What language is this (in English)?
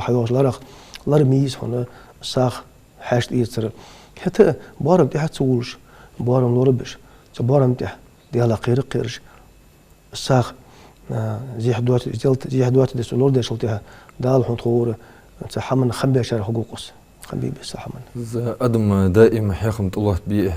Ingush